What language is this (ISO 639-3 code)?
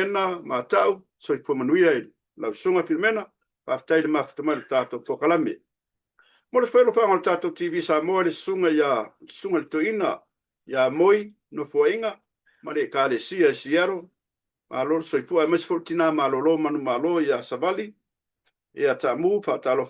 smo